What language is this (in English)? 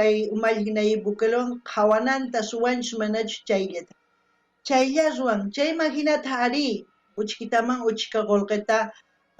South Bolivian Quechua